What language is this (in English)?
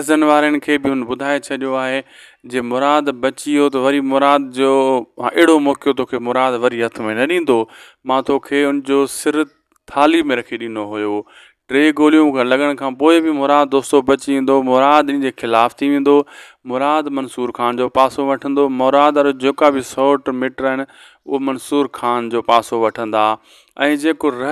Sindhi